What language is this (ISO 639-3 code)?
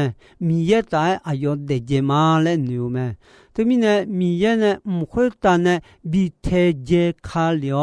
ahk